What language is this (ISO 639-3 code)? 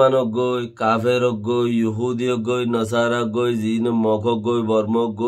rhg